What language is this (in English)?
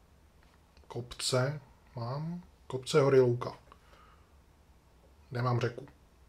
Czech